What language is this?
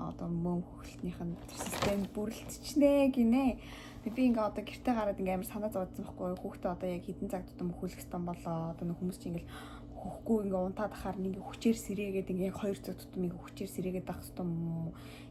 Mongolian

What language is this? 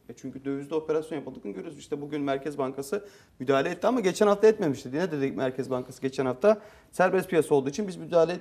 Turkish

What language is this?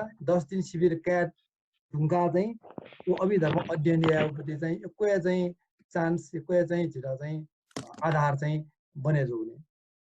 Newari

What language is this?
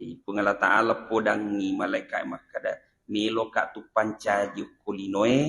Buginese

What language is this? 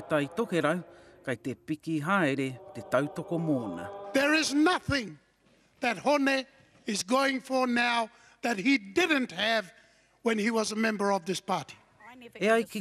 Māori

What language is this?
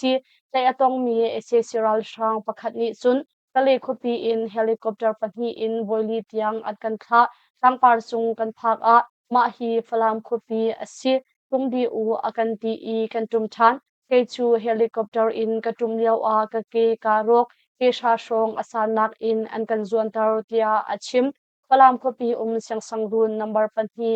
Hakha Chin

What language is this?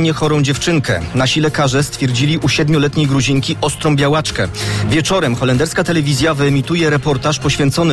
Polish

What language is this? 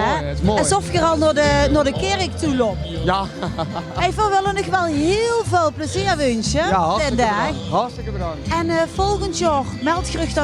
Limburgish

